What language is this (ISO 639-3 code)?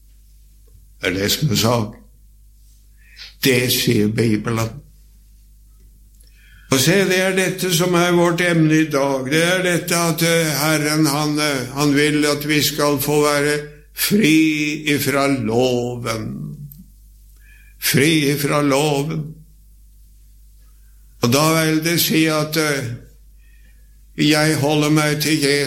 nor